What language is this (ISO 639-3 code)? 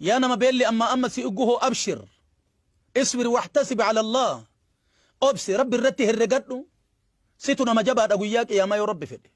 orm